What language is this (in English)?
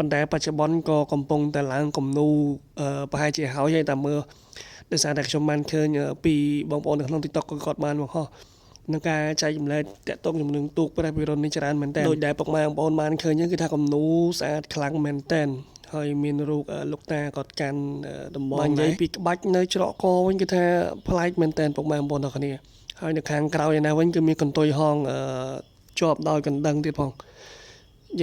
Khmer